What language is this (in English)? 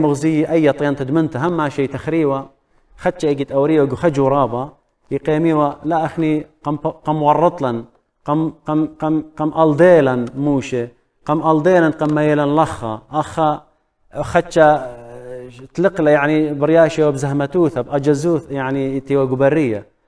Assyrian Neo-Aramaic